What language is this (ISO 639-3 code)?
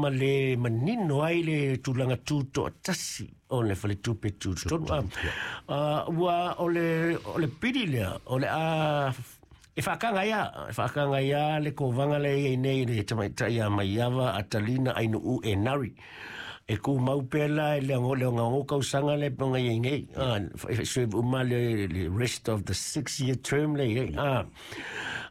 smo